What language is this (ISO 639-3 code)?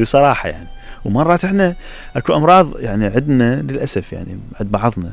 acm